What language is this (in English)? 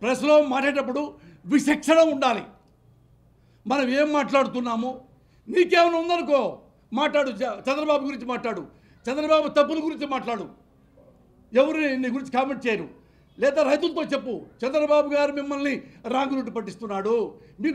Telugu